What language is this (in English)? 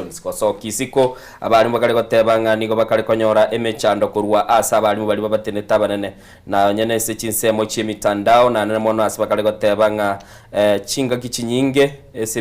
Gusii